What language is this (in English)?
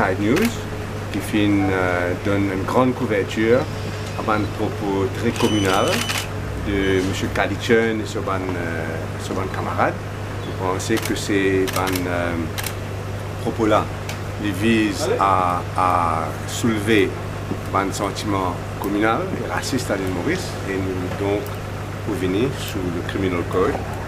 Morisyen